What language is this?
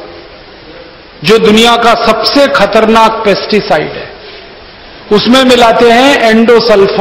Hindi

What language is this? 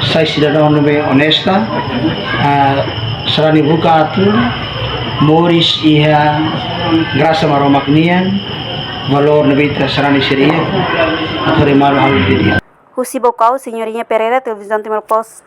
Tetum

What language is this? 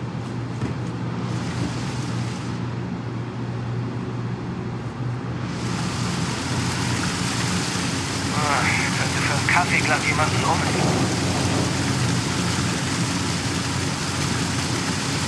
German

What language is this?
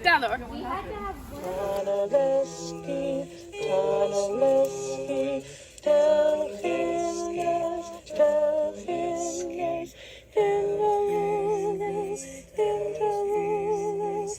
Cornish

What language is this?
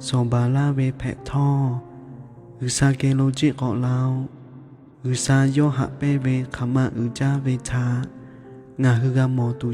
Lahu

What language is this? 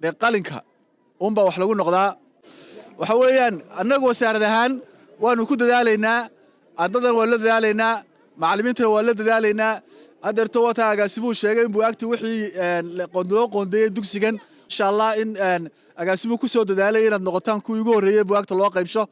Somali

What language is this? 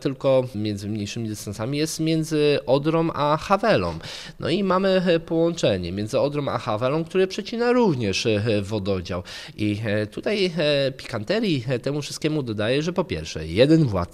Polish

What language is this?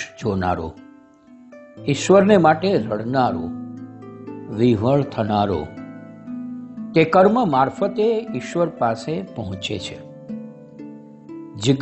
Gujarati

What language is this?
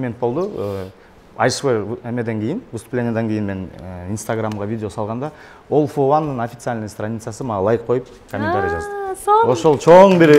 Kyrgyz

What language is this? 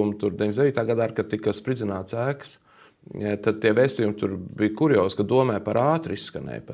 Latvian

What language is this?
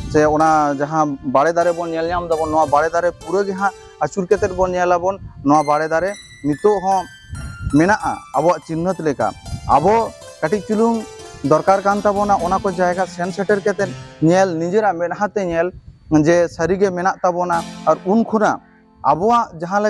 Santali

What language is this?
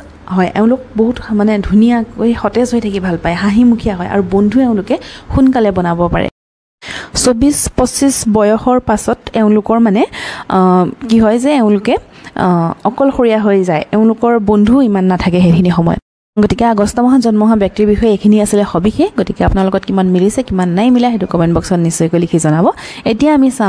Assamese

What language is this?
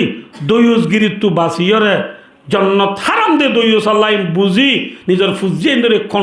Rohingya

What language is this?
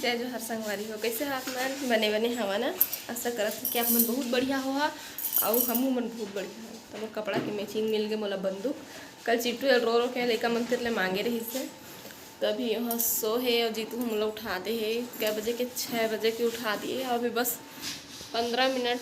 Chhattisgarhi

